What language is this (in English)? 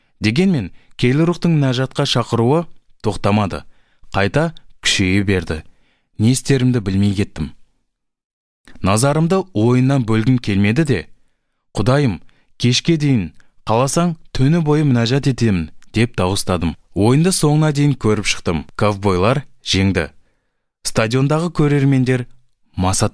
Kazakh